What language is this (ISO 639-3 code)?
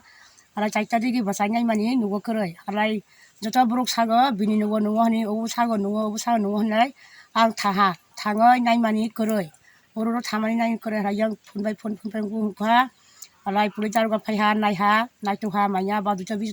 trp